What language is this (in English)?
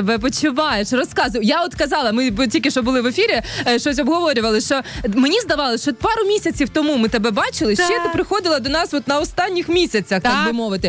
Ukrainian